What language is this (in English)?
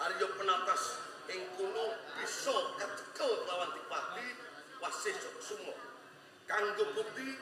Javanese